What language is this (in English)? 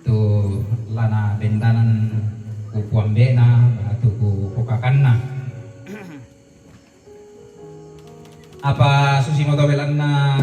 Toraja-Sa'dan